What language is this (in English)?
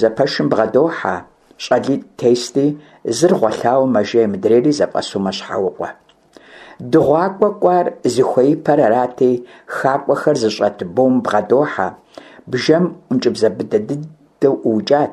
Kabardian